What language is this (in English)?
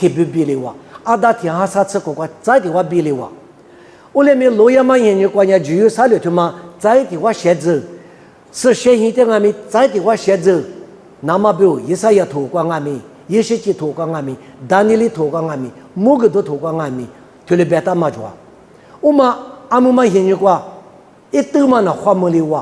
Lisu